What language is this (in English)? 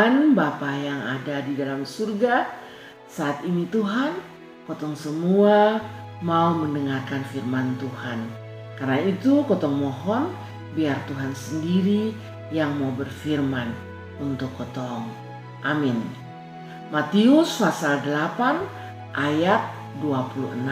Kupang Malay